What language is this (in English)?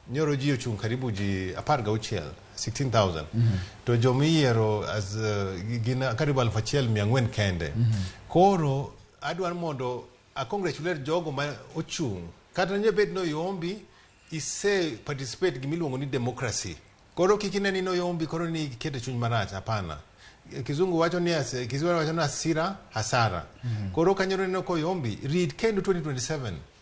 Luo (Kenya and Tanzania)